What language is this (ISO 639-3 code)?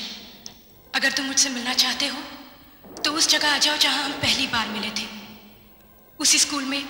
hin